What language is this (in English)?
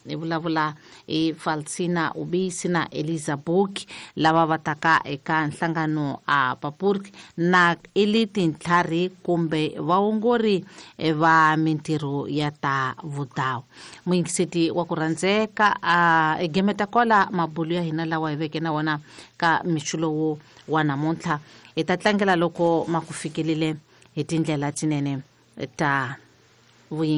Tsonga